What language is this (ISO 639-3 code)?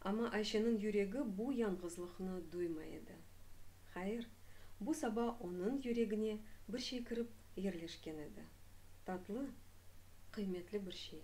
crh